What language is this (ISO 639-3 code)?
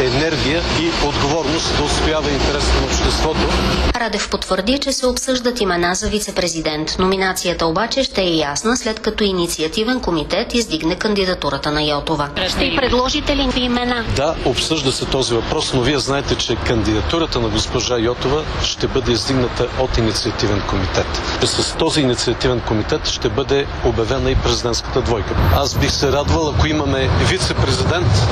bul